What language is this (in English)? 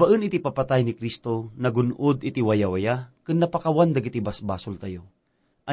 Iloko